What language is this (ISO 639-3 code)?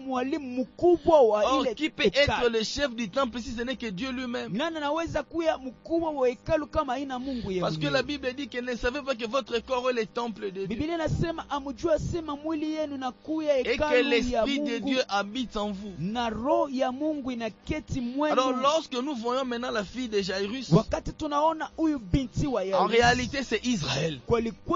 swa